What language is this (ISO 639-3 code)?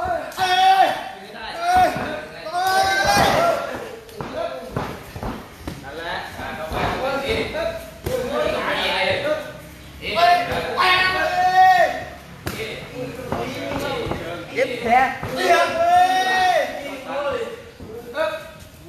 tha